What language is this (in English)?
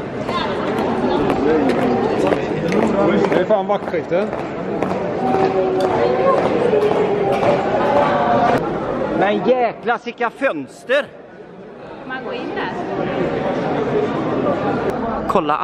Swedish